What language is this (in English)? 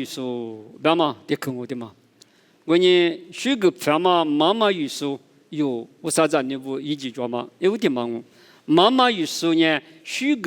Lisu